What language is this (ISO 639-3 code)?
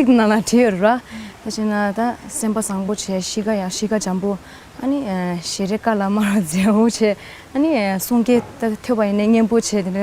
bod